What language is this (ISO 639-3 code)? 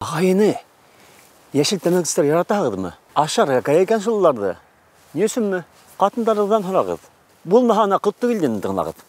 bak